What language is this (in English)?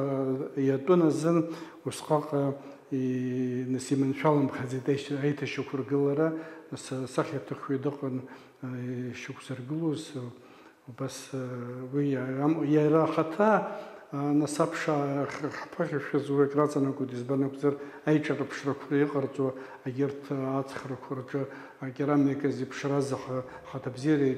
Abkhazian